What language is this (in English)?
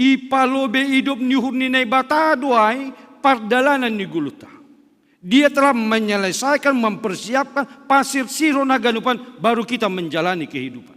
Batak Simalungun